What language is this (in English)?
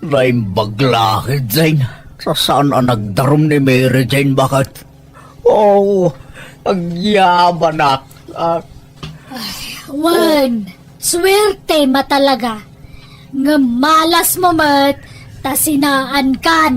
Iloko